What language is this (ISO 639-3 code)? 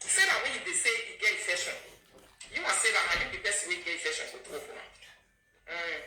pcm